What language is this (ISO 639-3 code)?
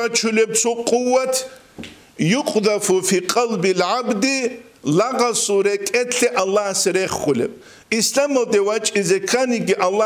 ava